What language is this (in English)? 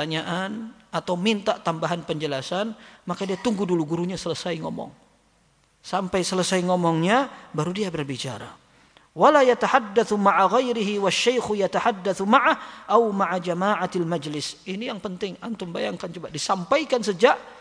Indonesian